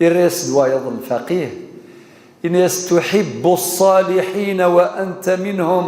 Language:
Kabyle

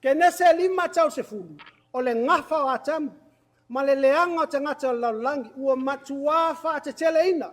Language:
Samoan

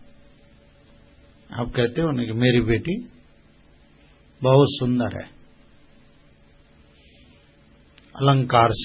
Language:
Hindi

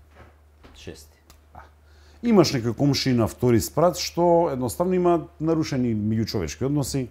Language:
Macedonian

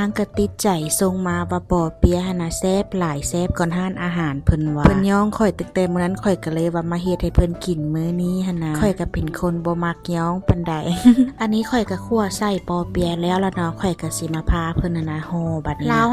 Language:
Lao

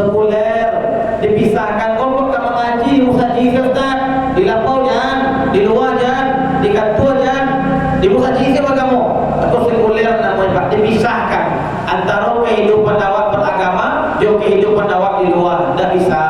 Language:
Minangkabau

